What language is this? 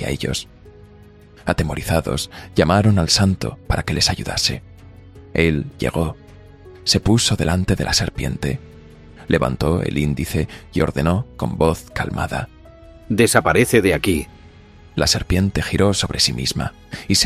Spanish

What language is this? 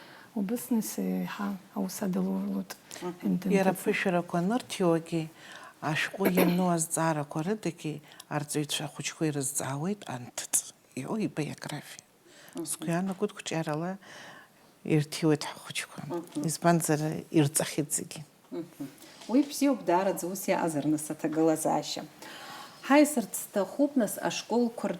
Abkhazian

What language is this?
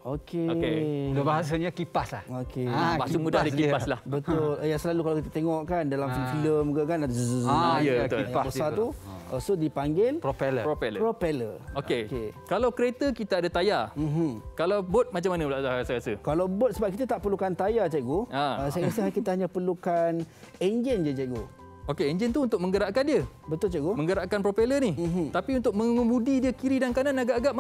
Malay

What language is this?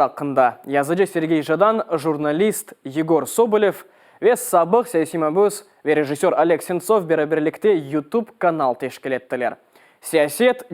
Crimean Tatar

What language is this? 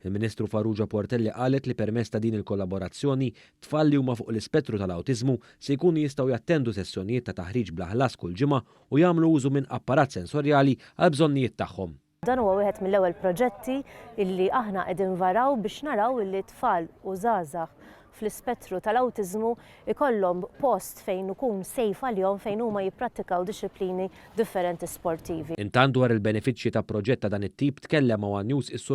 Maltese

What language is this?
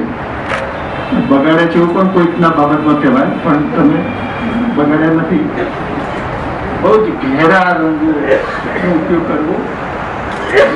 Gujarati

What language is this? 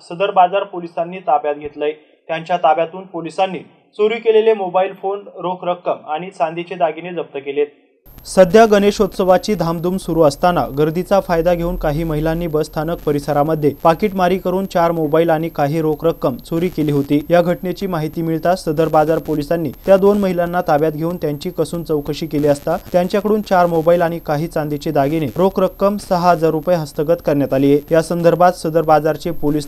Marathi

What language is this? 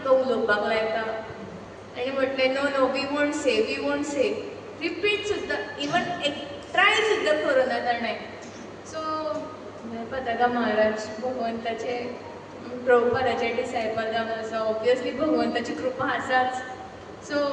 Konkani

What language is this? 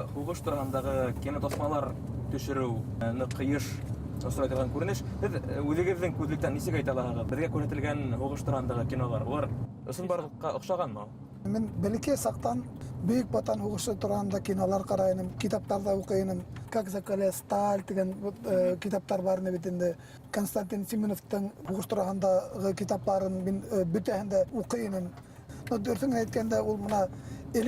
Bashkir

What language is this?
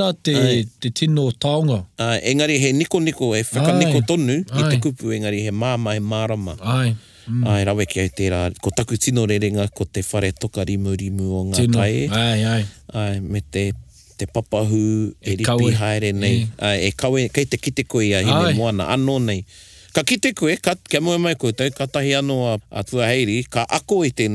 Māori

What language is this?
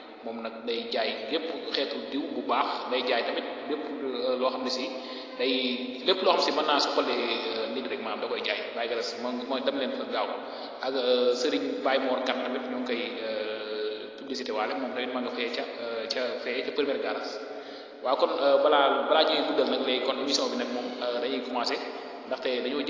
Wolof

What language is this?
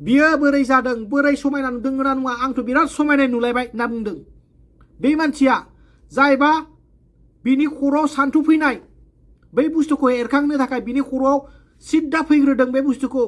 Bodo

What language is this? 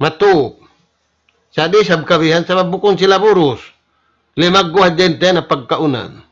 Tausug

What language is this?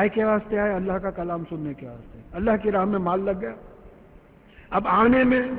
Urdu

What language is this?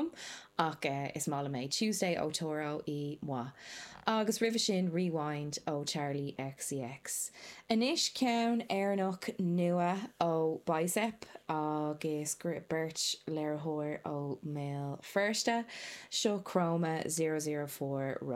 Irish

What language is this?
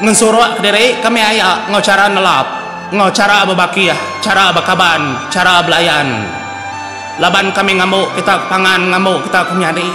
Iban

